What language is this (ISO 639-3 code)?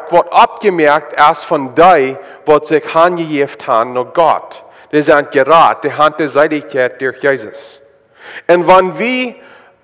pdt